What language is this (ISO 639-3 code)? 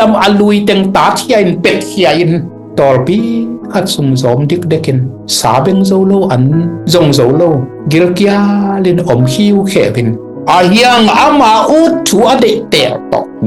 ctd